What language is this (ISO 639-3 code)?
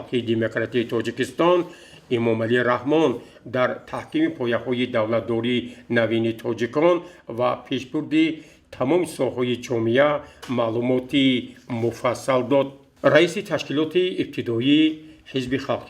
tgk